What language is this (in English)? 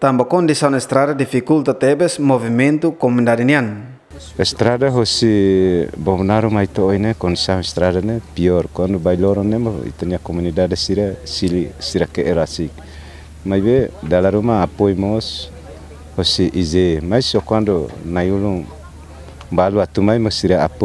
Tetum